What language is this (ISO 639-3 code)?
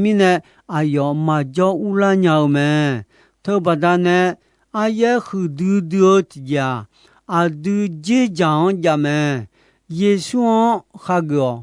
ahk